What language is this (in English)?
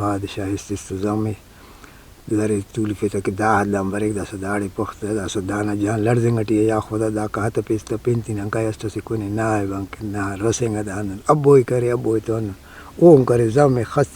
Brahui